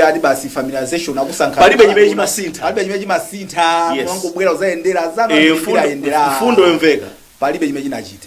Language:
Nyanja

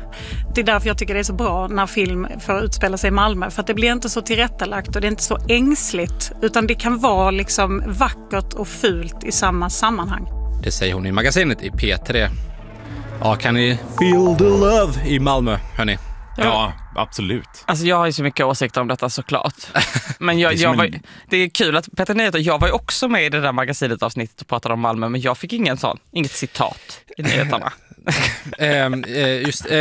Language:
Swedish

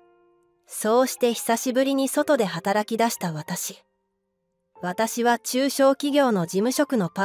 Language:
Japanese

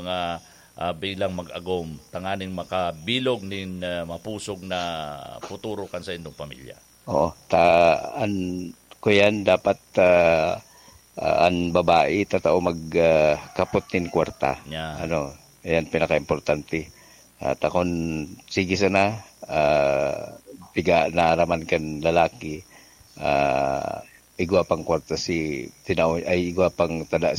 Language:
Bikol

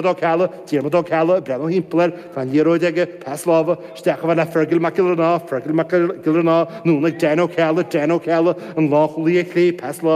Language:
Irish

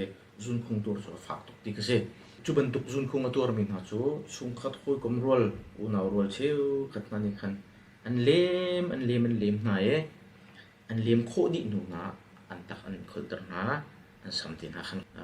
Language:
Hakha Chin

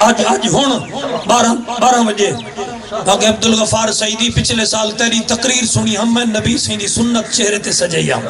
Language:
Saraiki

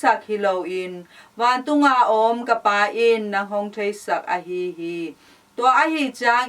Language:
Tedim Chin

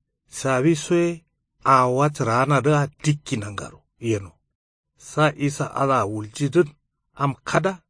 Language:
Kanuri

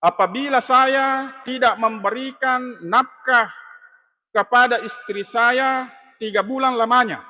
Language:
Buginese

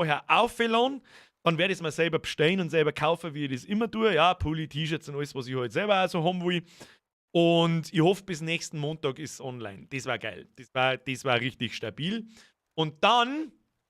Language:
Bavarian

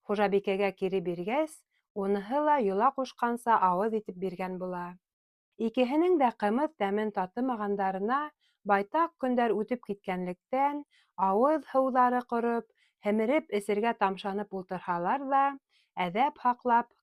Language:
Bashkir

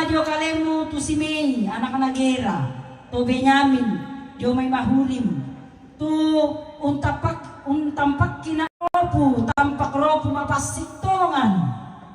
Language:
Toraja-Sa'dan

